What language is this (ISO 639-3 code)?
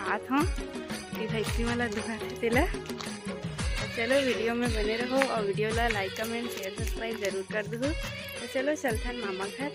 hne